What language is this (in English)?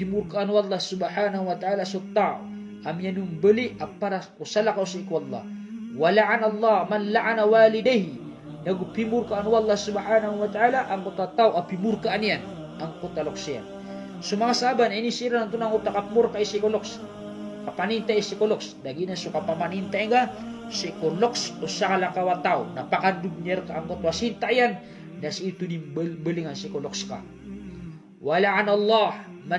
Maranao